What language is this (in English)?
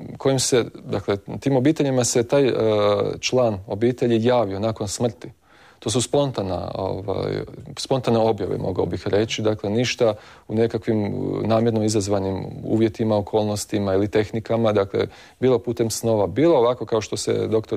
Croatian